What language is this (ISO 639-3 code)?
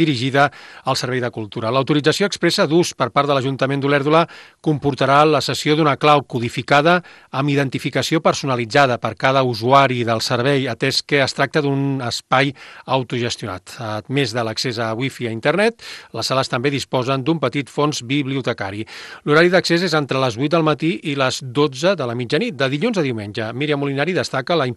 cat